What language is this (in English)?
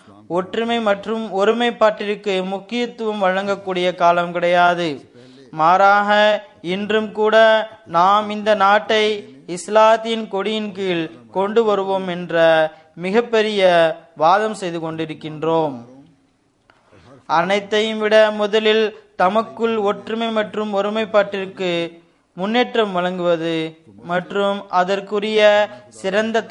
Tamil